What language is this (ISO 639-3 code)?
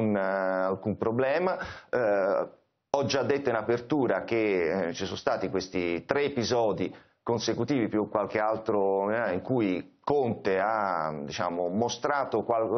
ita